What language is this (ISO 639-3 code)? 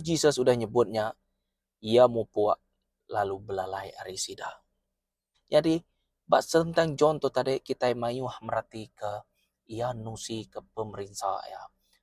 iba